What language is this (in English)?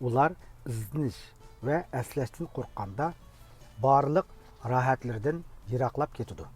Uyghur